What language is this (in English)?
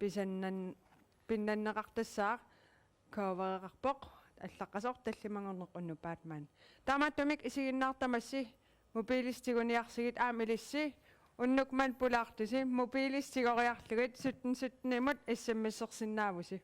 Kalaallisut